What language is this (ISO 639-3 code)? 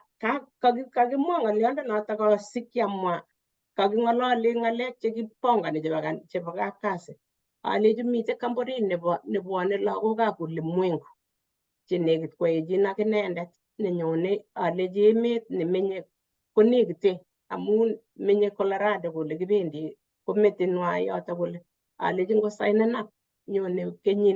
kln